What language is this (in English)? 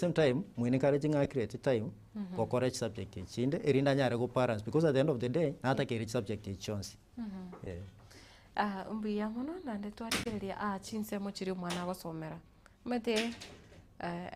Gusii